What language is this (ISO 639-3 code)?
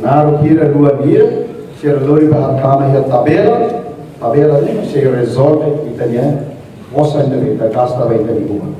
tet